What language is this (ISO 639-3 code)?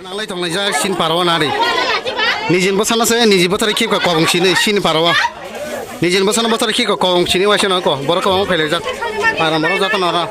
trp